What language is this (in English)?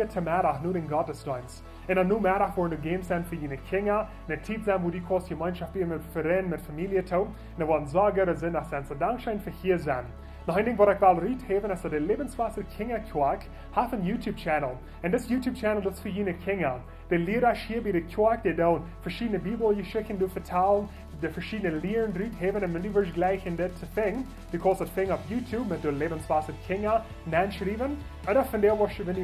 Plautdietsch